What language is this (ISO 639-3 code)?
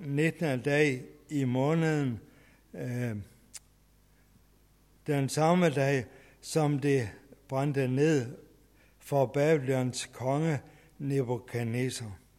dan